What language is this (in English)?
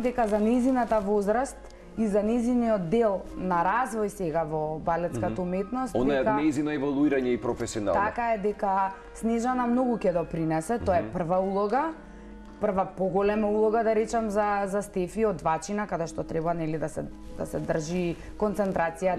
Macedonian